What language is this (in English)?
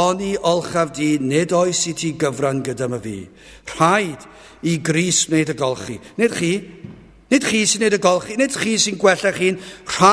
Welsh